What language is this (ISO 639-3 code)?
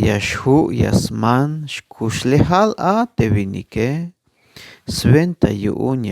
tzh